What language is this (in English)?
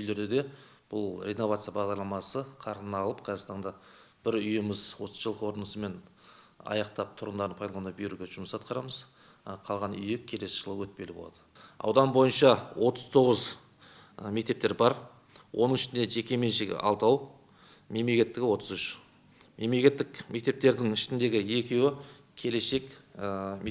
Kazakh